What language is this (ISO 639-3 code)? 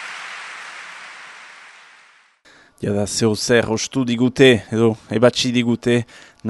eus